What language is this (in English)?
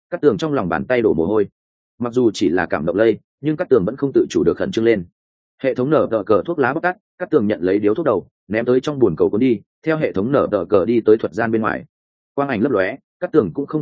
Vietnamese